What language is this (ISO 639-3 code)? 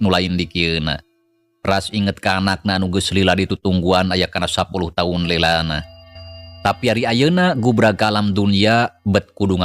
sun